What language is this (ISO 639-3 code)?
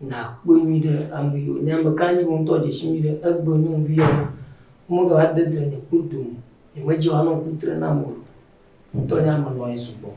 ewe